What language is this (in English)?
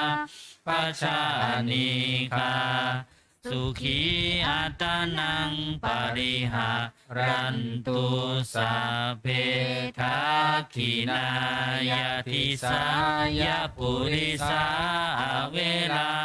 Pali